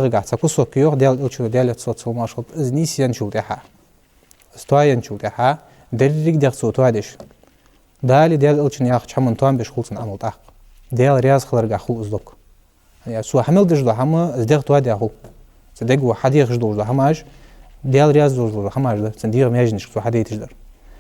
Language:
Ingush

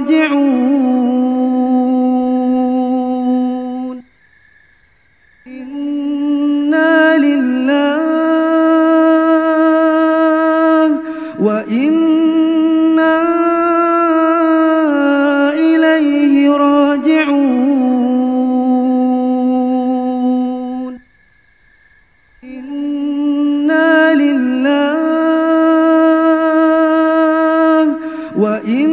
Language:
Arabic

